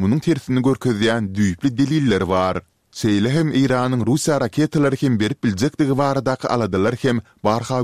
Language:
Turkmen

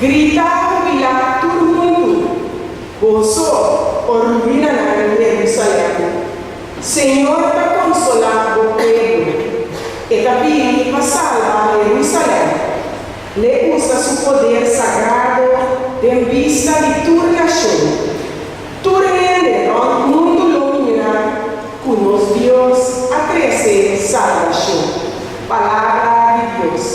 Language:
Papiamento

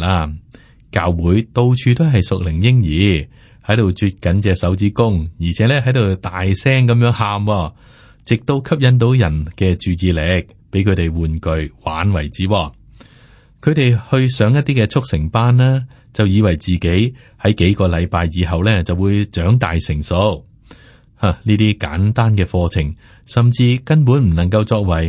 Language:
Cantonese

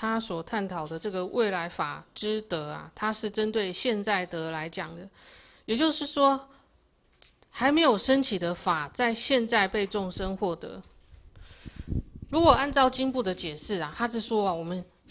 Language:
Chinese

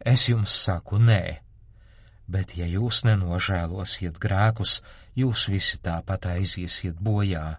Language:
Latvian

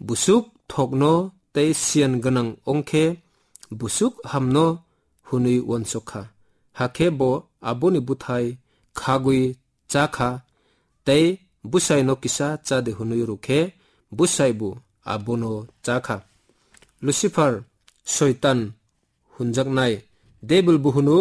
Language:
Kok Borok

